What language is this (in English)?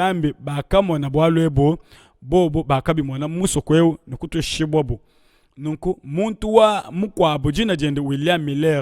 Luba-Lulua